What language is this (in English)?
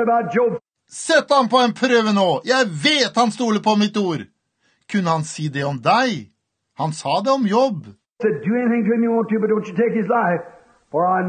Norwegian